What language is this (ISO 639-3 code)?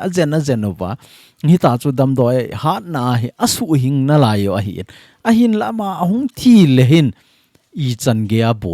tcz